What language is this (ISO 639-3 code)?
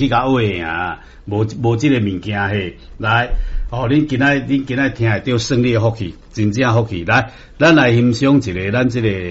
nan